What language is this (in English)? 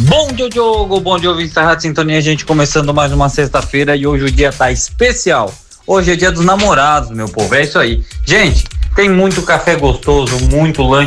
Portuguese